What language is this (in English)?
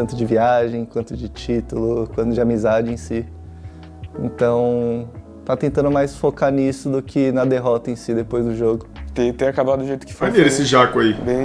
Portuguese